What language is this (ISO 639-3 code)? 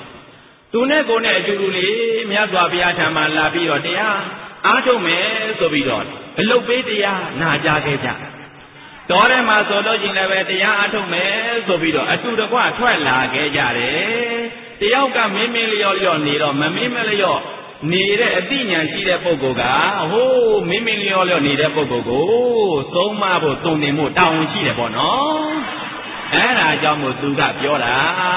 mya